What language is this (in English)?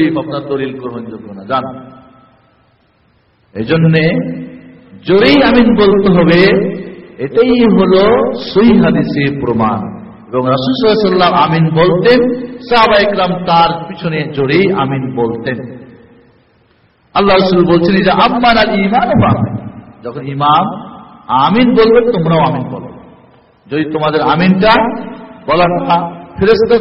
Bangla